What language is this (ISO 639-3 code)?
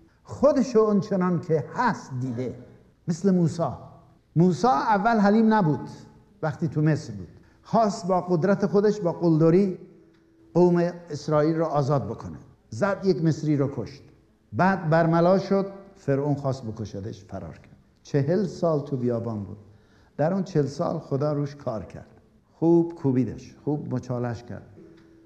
fas